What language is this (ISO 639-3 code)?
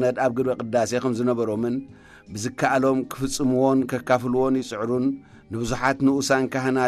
tir